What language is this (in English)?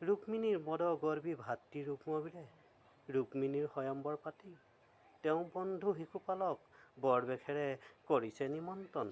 Assamese